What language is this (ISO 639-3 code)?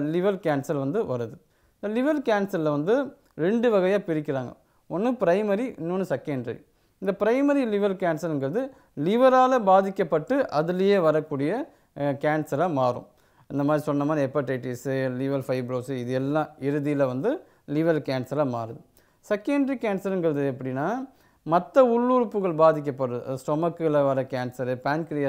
tam